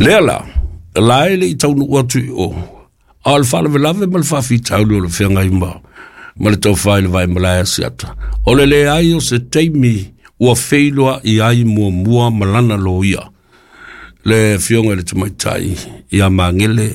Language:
Samoan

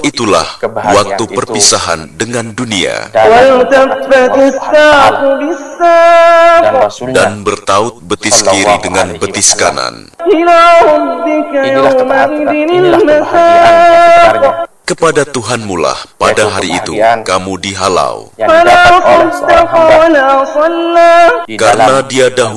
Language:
Indonesian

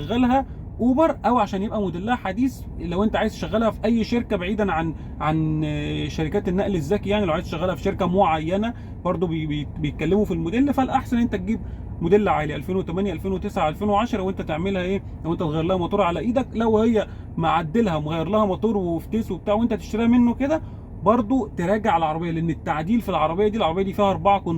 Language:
Egyptian Arabic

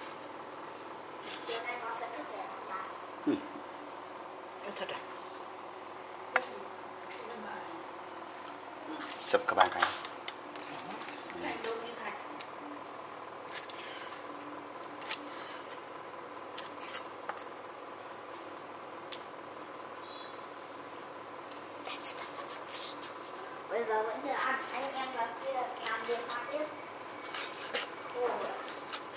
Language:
Vietnamese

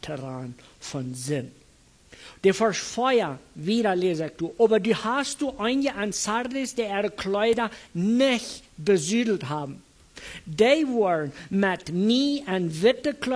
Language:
Plautdietsch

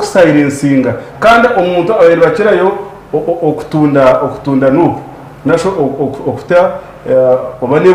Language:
Nyankole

